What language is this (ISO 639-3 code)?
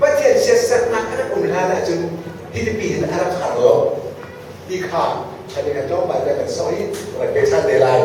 cnh